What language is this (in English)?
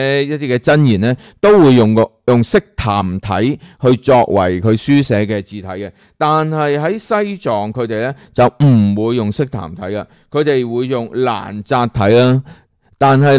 Cantonese